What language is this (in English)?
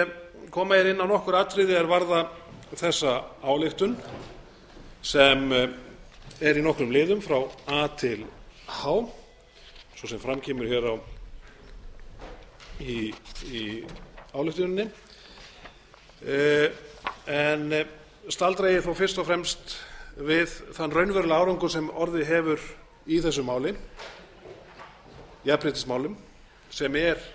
Icelandic